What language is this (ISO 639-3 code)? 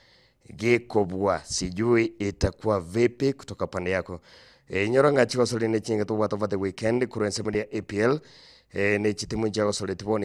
guz